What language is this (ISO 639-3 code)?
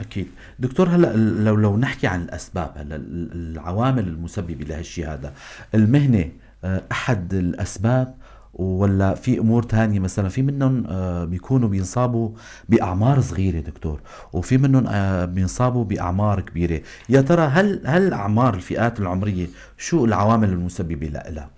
apc